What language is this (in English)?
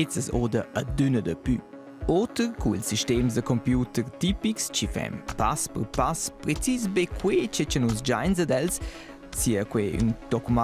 Romansh